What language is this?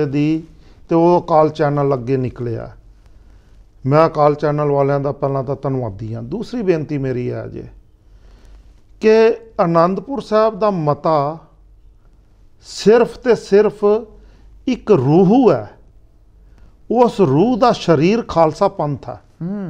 Punjabi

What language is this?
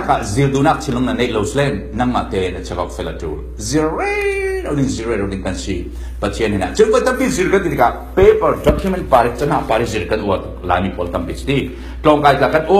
Falam Chin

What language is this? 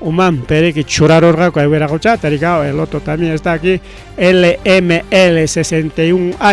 Ayacucho Quechua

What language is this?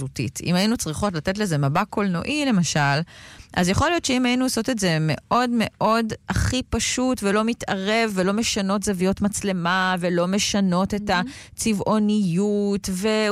Hebrew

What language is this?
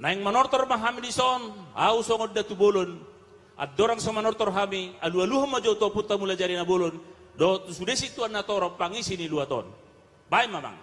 Batak Toba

